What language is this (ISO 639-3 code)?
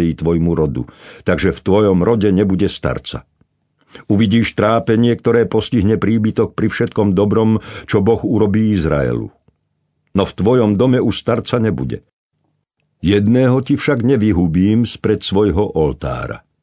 slk